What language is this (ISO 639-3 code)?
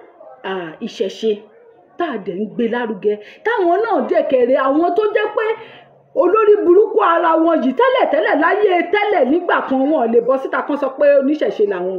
yor